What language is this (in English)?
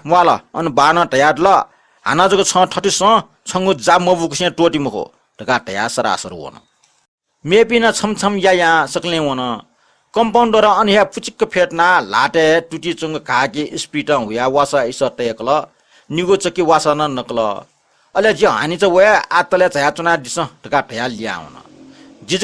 Newari